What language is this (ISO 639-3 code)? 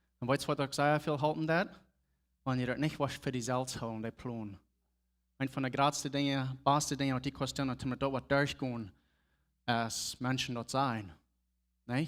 pdt